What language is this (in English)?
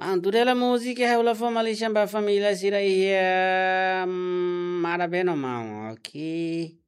Tetum